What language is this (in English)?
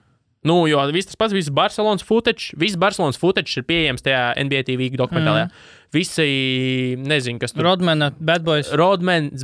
Latvian